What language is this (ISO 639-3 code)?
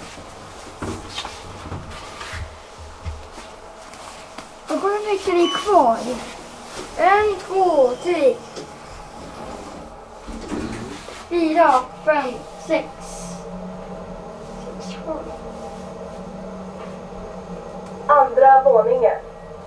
swe